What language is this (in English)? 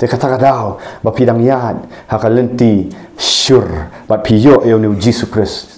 Khasi